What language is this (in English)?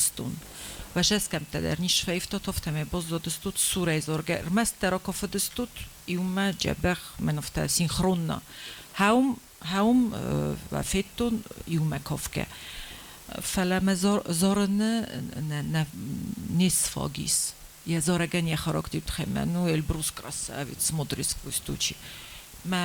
Ossetic